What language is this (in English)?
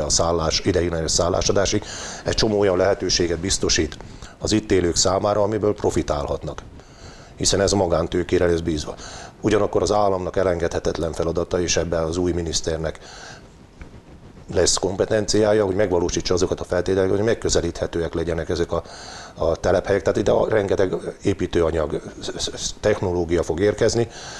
Hungarian